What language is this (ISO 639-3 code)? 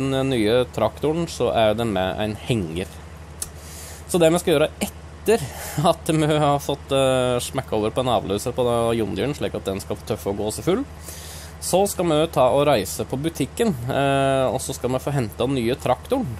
nor